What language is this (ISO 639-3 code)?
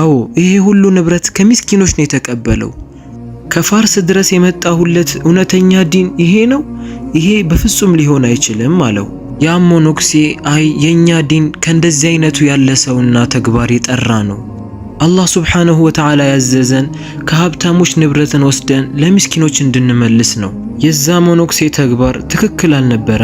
amh